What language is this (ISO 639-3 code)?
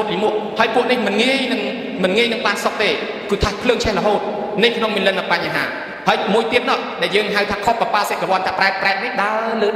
khm